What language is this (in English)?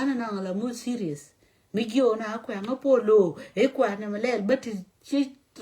Nuer